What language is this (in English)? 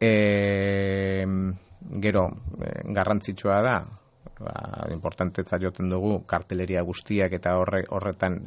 Basque